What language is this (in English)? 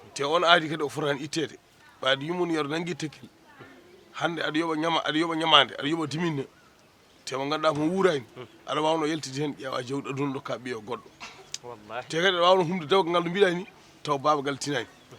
Fula